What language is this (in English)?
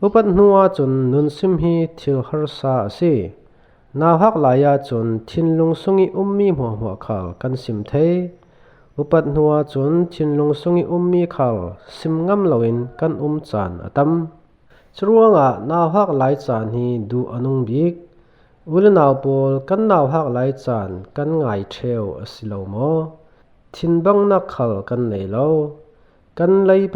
Falam Chin